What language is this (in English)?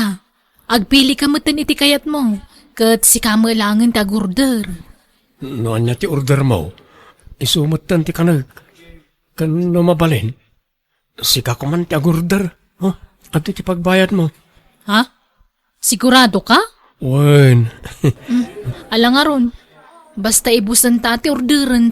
Iloko